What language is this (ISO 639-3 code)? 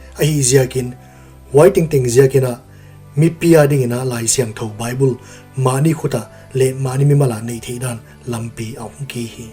pck